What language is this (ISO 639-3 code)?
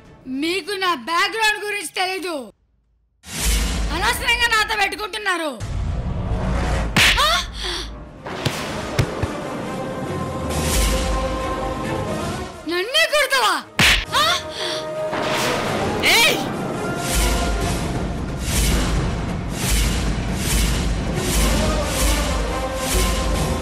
tel